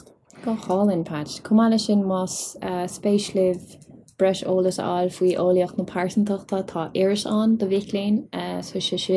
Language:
Irish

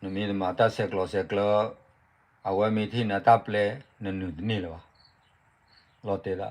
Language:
S'gaw Karen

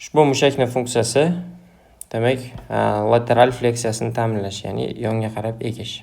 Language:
Uzbek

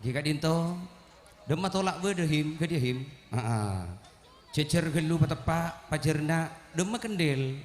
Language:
Madurese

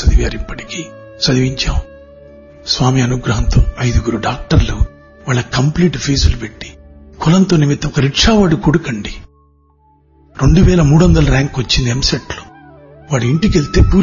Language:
Telugu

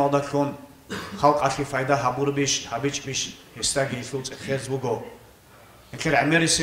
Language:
Avaric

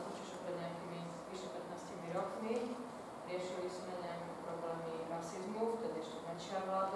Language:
Slovak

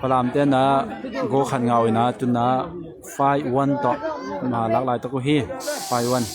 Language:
Tedim Chin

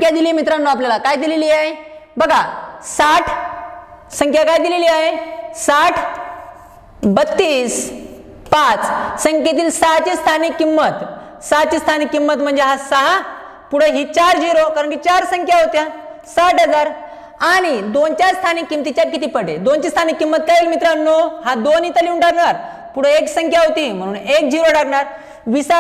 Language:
Marathi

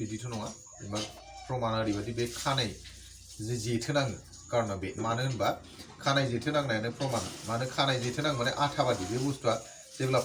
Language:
Bodo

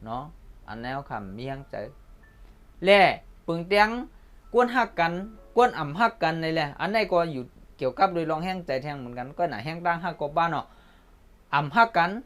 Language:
Shan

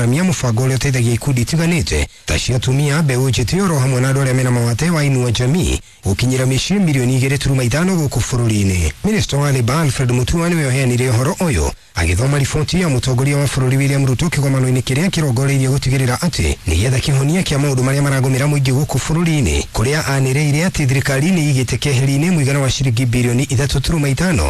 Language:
Kikuyu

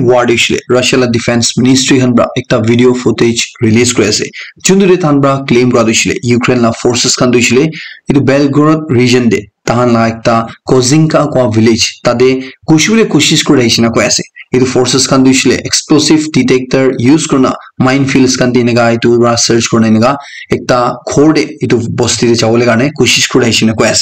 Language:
Naga Pidgin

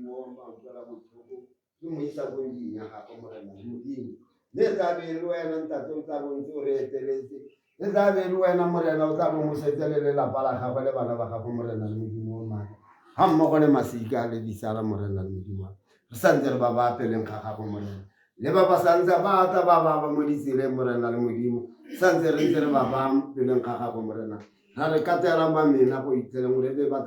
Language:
Tswana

